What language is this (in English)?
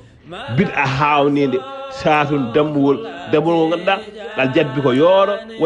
Fula